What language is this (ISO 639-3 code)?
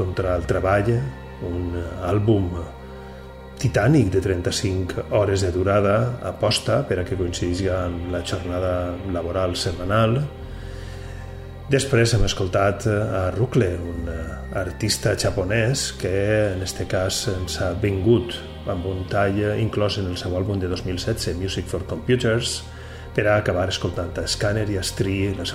cat